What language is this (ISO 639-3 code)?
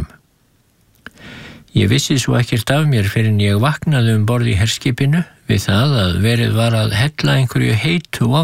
isl